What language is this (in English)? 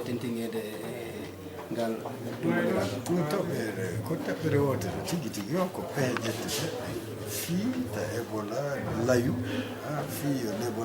Fula